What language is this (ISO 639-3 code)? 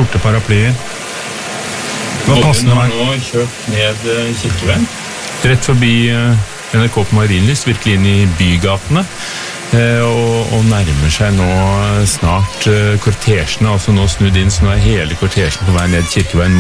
nor